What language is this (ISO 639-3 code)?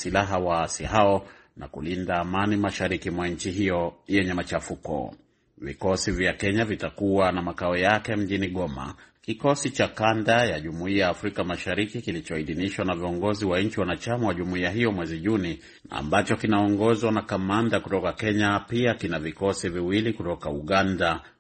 swa